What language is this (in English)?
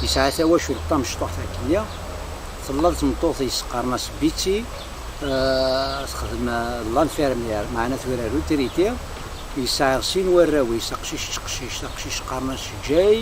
Kabyle